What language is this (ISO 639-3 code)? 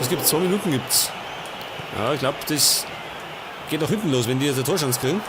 bar